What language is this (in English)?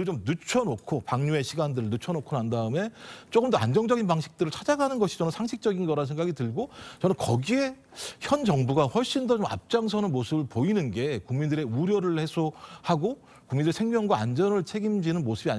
Korean